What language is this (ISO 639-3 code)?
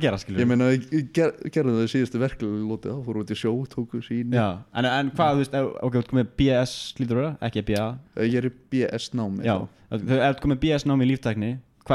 isl